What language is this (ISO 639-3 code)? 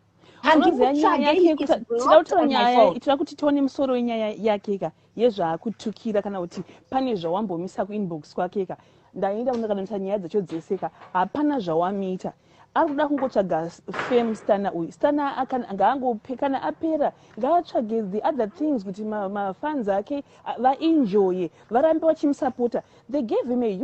sna